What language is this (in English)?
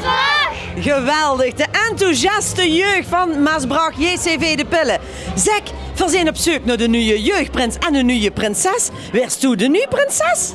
Limburgish